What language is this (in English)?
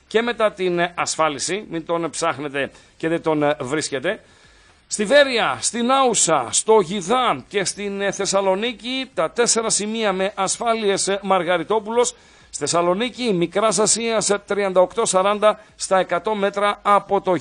Greek